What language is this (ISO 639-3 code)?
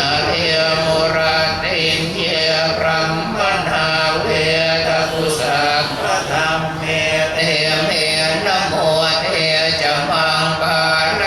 pli